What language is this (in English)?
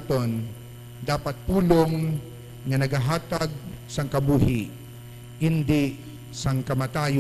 Hiligaynon